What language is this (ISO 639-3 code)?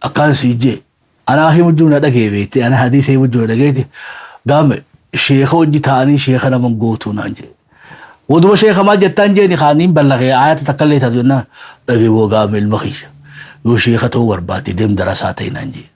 orm